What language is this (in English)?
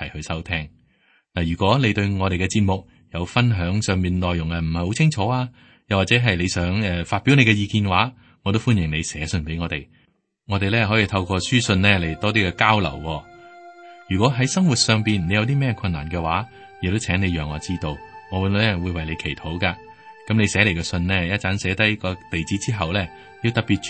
Cantonese